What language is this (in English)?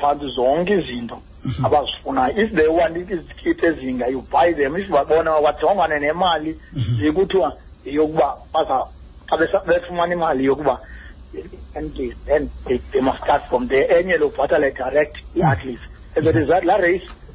Xhosa